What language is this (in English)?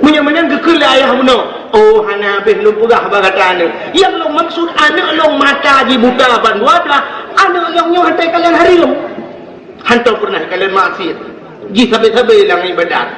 Achinese